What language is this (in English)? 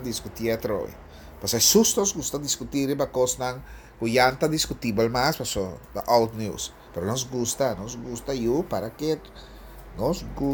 Papiamento